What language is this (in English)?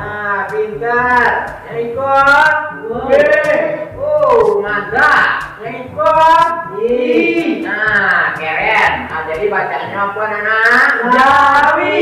Minangkabau